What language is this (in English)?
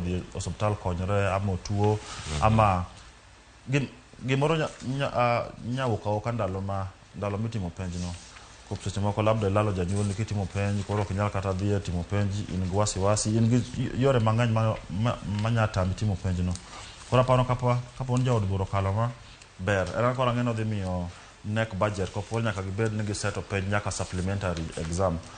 Luo (Kenya and Tanzania)